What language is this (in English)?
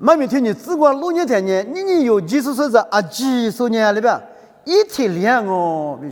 Lisu